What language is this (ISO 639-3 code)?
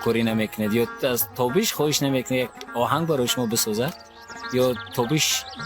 tgk